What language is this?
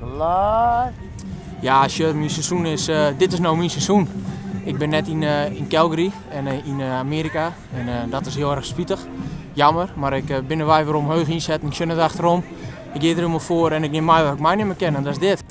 Western Frisian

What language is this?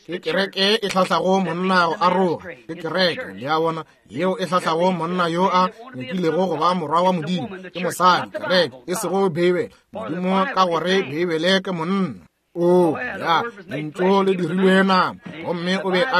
Northern Sotho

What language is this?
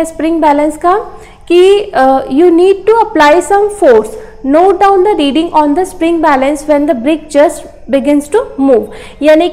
Hindi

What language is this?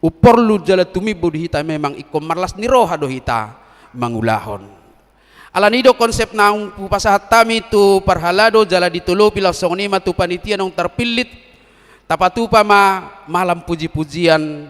Batak Toba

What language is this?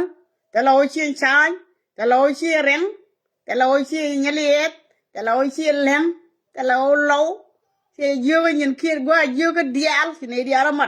Nuer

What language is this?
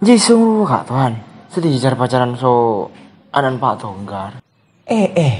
Madurese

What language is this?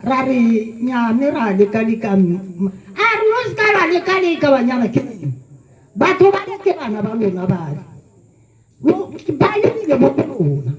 Tswana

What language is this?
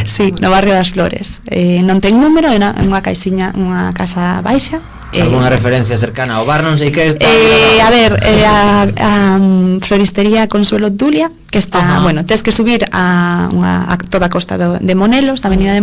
Galician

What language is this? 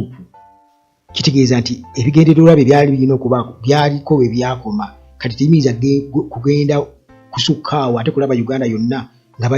Ganda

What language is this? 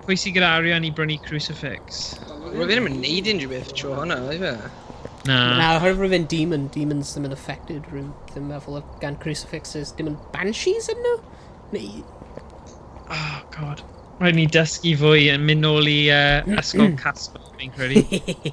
Welsh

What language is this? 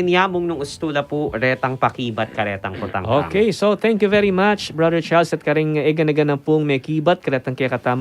Pampanga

